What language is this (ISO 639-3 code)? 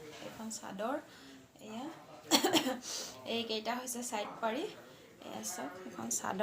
asm